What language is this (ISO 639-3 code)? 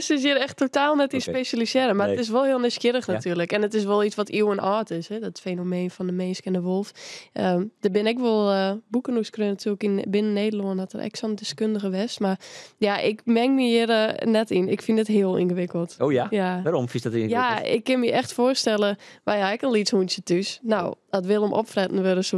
fry